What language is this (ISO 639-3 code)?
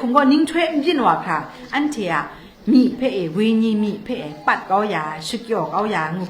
kac